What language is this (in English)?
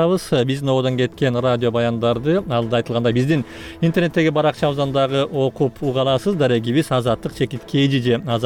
Kyrgyz